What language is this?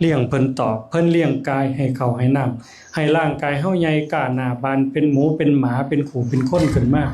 Northeastern Thai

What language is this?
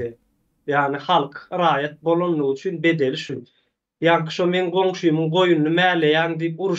Turkmen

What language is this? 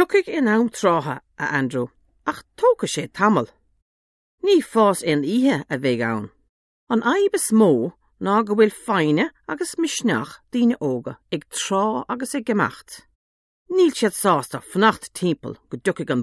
Irish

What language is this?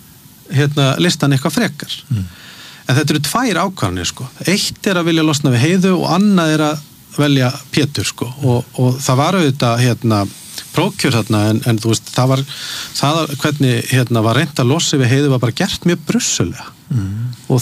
Icelandic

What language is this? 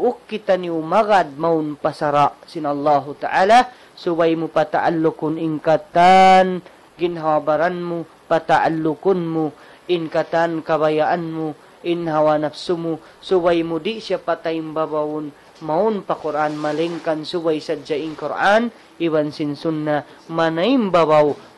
Tausug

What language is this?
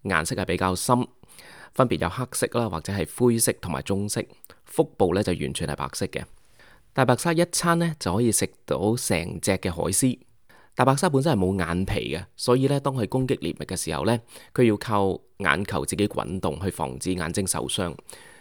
Cantonese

